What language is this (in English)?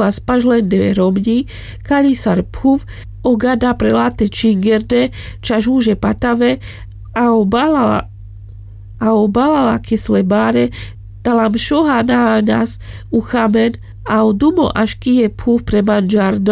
Carpathian Romani